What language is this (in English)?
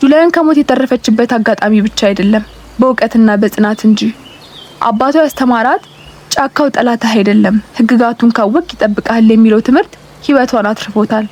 Amharic